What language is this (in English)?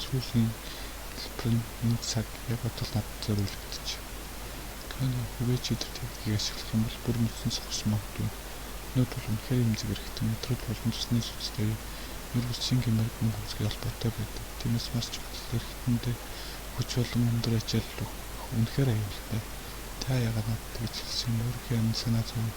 Mongolian